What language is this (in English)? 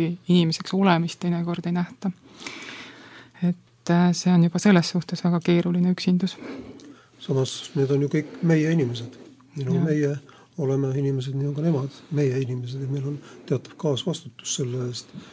Estonian